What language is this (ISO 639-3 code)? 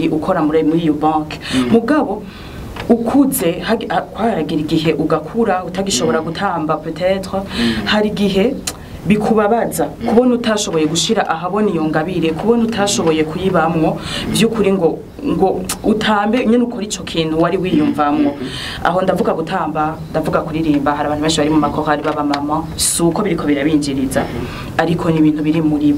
run